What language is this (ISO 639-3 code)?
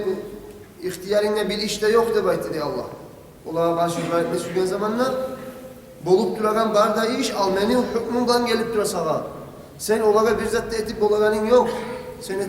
kum